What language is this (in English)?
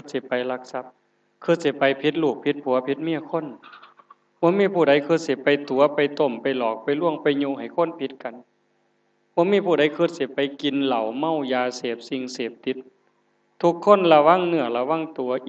Northeastern Thai